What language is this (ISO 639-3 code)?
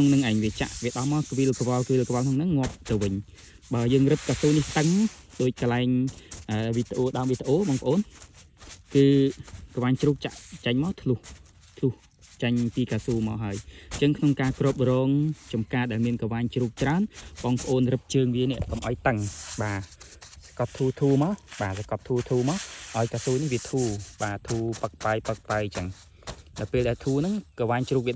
khm